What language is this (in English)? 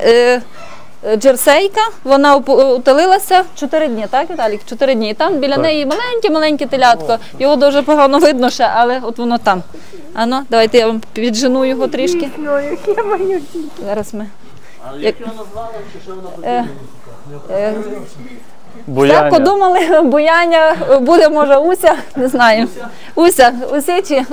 Ukrainian